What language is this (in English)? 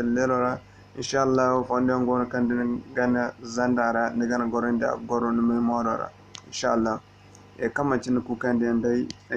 Zarma